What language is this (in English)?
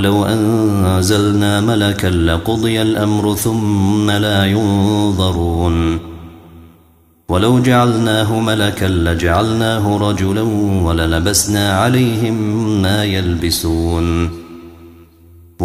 Arabic